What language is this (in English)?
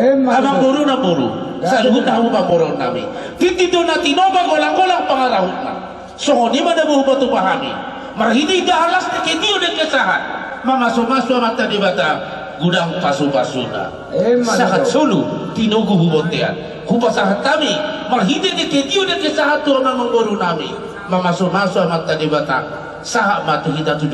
Batak Toba